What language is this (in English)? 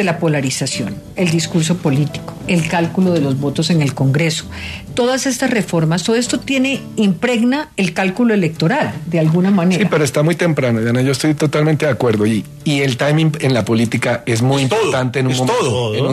Spanish